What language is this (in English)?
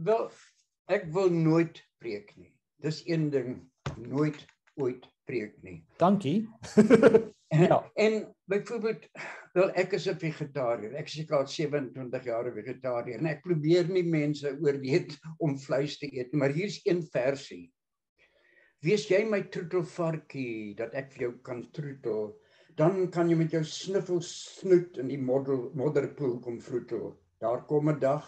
Afrikaans